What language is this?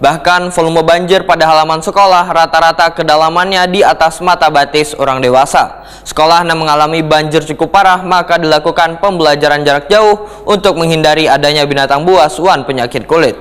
Banjar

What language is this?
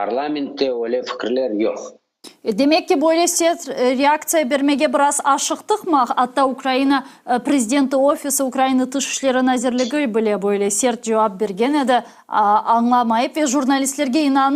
Crimean Tatar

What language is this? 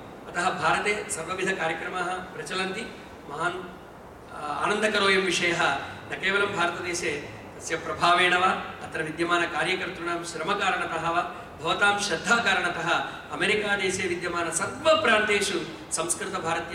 Sanskrit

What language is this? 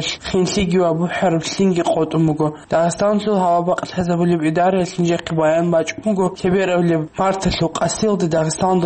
Avaric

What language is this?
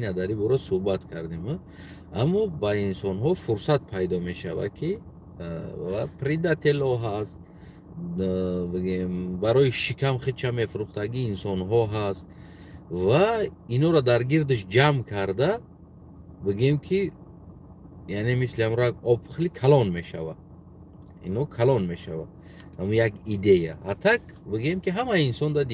Tajik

